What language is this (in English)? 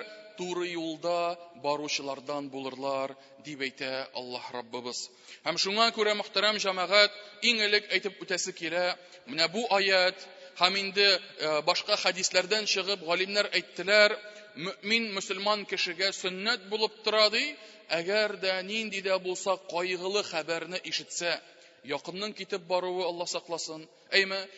Tatar